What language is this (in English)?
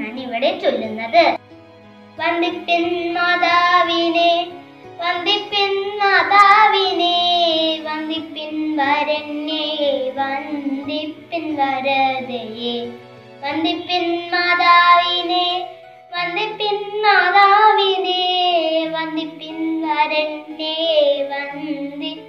Malayalam